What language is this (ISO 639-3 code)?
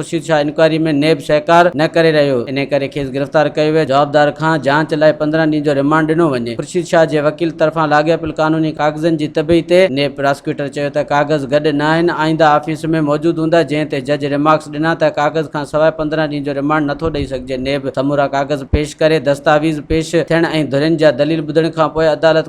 snd